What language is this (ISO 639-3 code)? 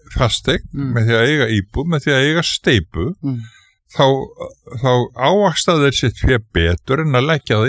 isl